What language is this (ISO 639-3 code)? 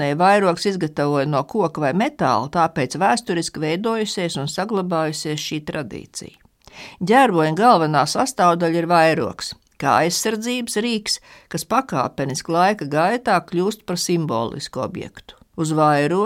lav